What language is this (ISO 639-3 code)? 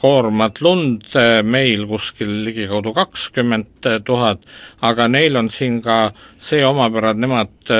est